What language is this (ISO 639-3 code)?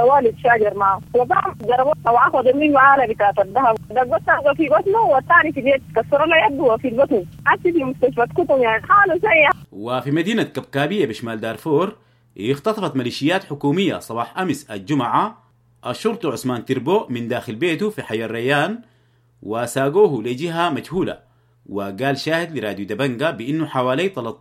apd